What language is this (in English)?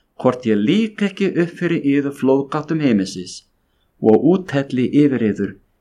Icelandic